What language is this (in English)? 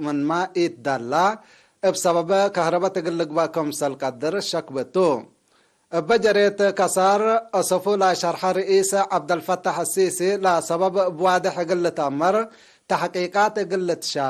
Tigre